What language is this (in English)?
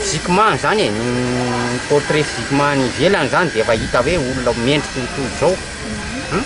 Malagasy